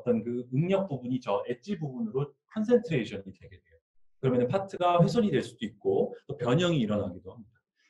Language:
Korean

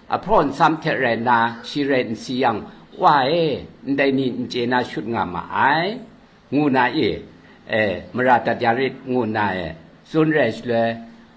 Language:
Kachin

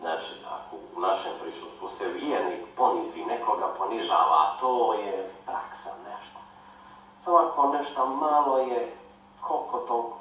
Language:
Bosnian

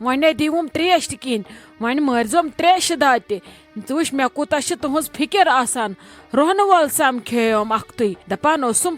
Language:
Kashmiri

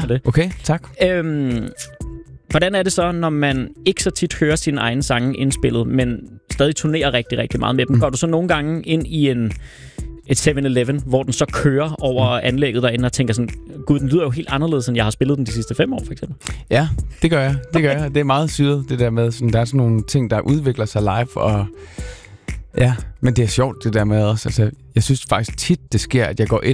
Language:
Danish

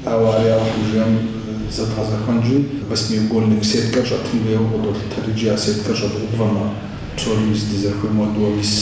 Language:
Kabardian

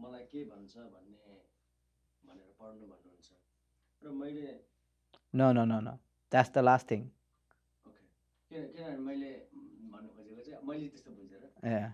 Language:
Nepali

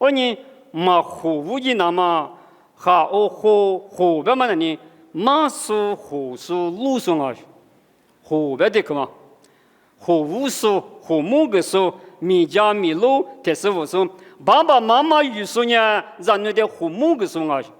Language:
Lisu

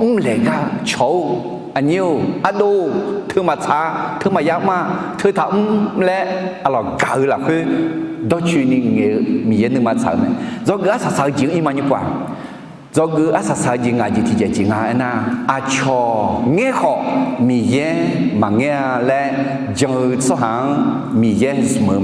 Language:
Akha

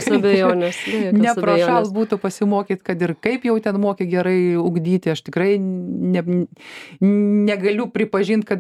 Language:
Lithuanian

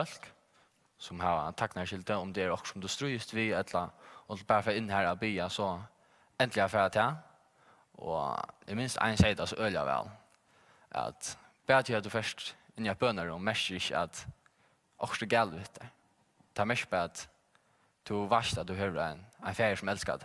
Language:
Faroese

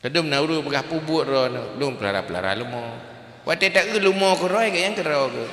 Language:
Achinese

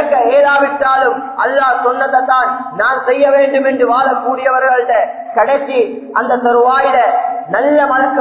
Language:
Tamil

